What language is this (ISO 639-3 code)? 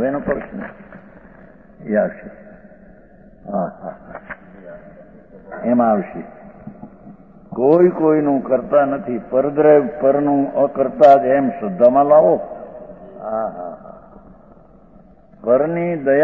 guj